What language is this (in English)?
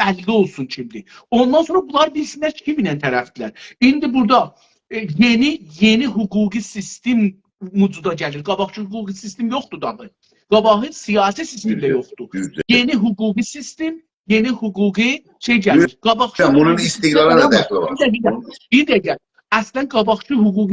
South Azerbaijani